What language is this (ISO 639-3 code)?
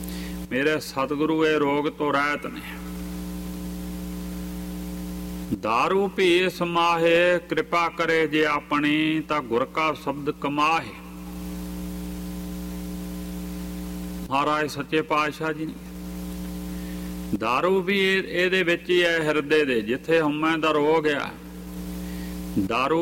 pan